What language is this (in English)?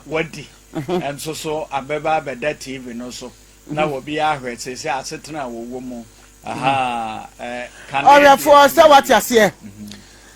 Akan